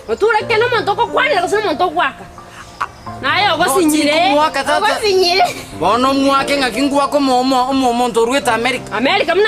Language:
Gusii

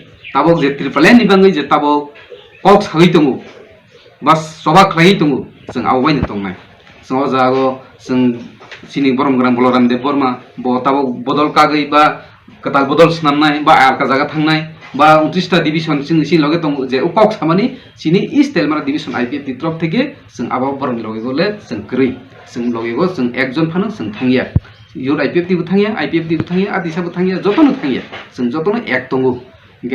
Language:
Kok Borok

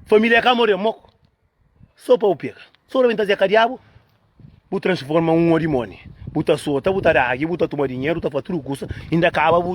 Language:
Kabuverdianu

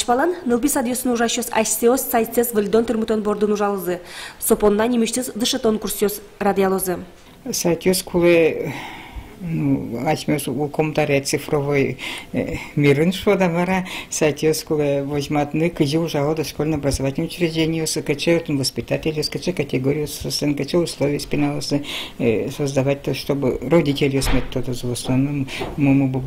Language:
Udmurt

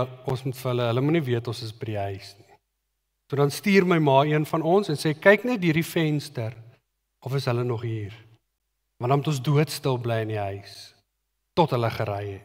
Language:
Afrikaans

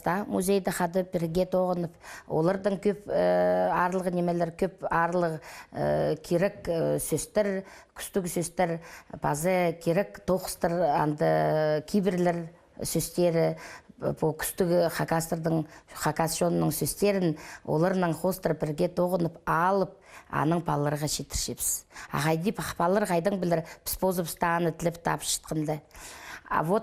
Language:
Khakas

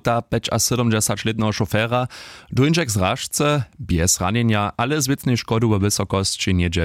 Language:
Upper Sorbian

